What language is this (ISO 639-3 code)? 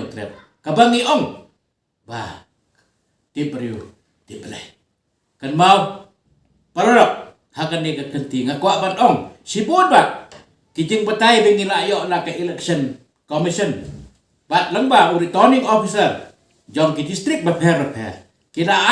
kha